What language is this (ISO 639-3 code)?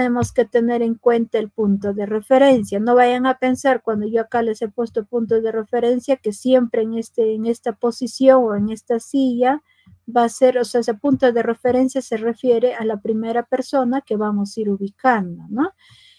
spa